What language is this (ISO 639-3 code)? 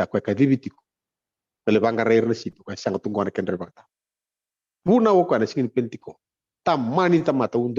fij